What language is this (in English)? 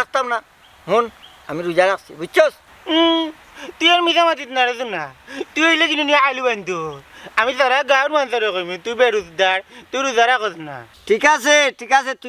Sylheti